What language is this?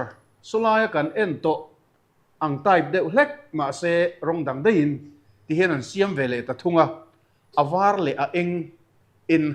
Mizo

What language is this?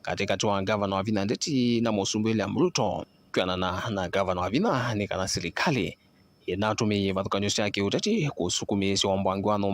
Kamba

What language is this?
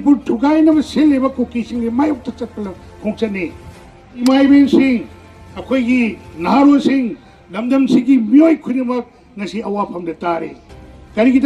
Manipuri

